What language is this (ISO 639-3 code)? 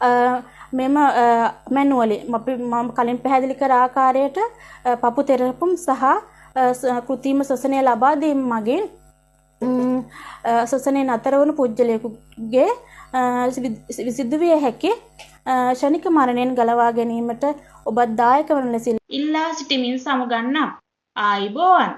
sin